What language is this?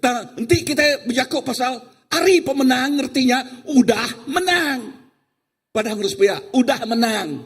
Iban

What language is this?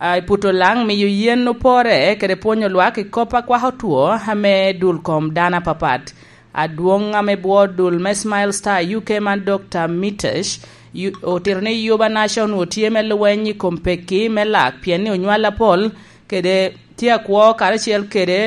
Lango (Uganda)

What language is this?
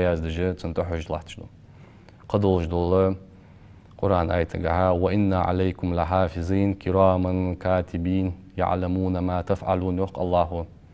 Ingush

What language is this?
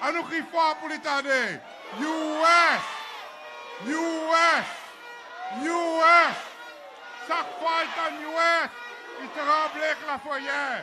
Seselwa Creole French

